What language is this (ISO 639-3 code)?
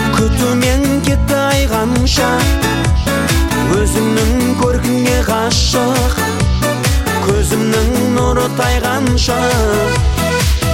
kaz